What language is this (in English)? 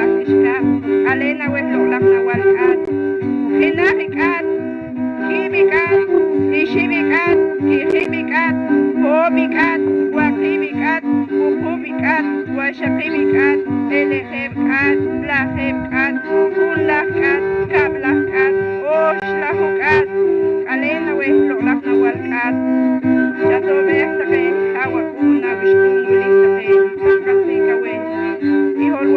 Poqomchi'